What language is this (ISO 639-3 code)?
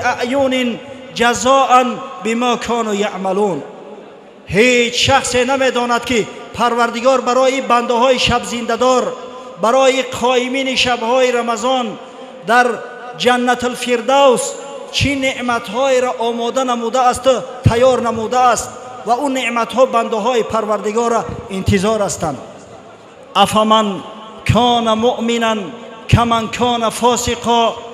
tgk